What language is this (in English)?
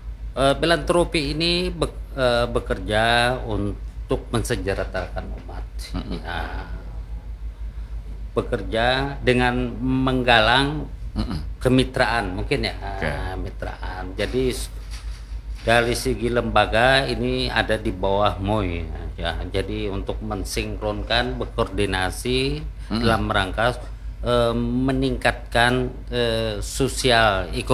Indonesian